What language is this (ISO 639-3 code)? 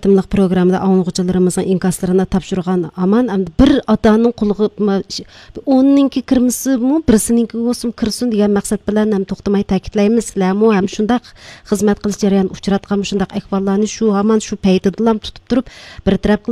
uig